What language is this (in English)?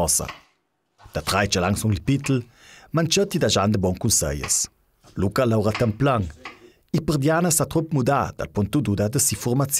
Ladin